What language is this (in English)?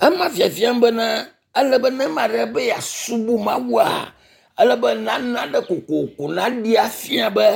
Ewe